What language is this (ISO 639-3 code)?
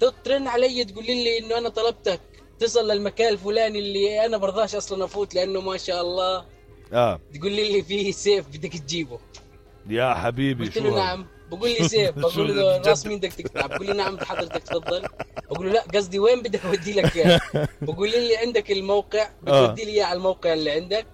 apc